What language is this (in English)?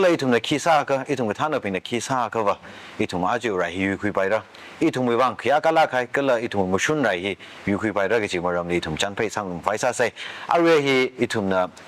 Tangkhul Naga (India)